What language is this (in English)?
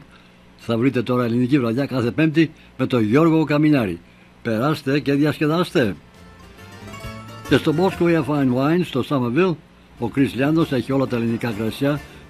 Greek